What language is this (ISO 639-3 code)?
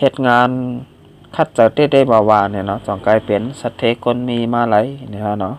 shn